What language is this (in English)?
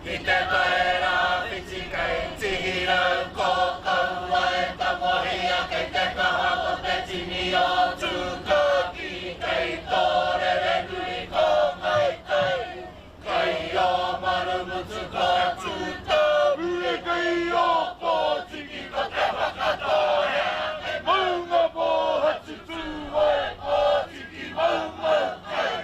Māori